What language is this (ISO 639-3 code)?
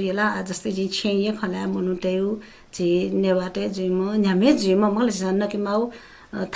new